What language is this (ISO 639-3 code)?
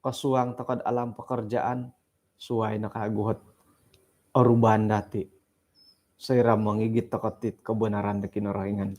dtp